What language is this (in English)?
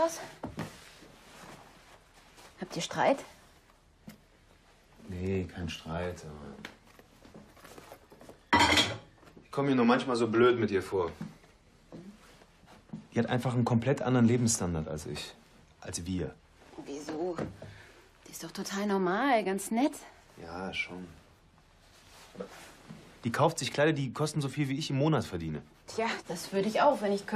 German